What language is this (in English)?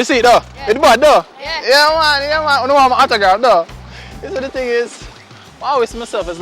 Jamaican Creole English